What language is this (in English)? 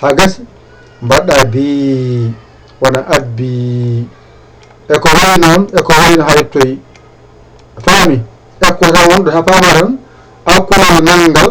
Fula